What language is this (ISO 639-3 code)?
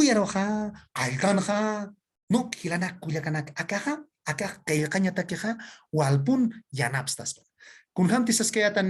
aym